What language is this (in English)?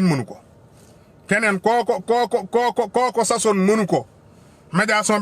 Wolof